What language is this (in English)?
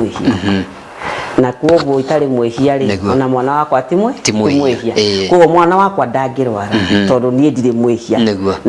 Kikuyu